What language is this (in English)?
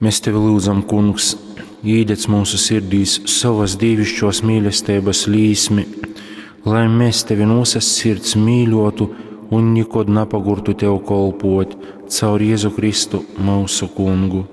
Latgalian